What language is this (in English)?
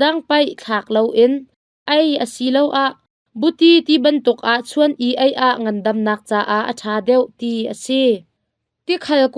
Hakha Chin